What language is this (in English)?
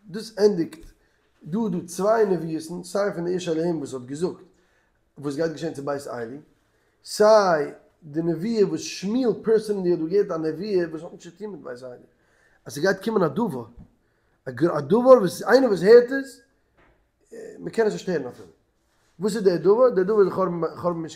Yiddish